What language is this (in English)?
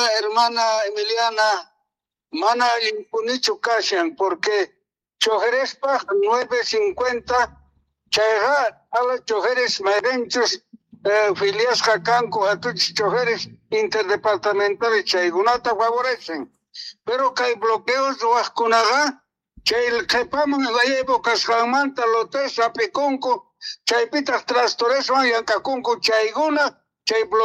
Quechua